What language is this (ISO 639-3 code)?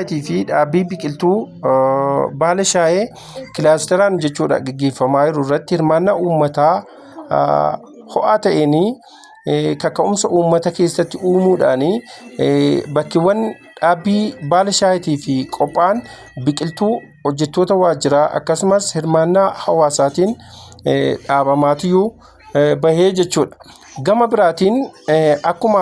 orm